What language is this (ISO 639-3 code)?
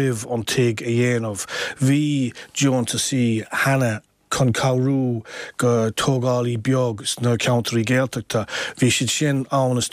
gle